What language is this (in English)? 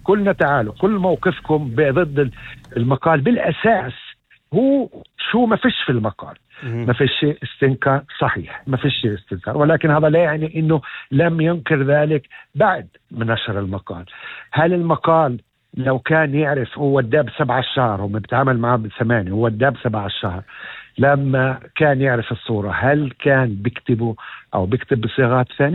North Levantine Arabic